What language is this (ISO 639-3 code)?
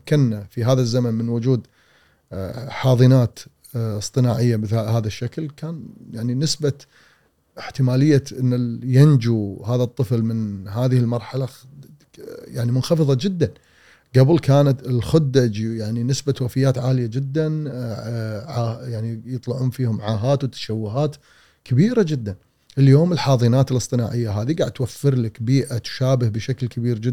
afb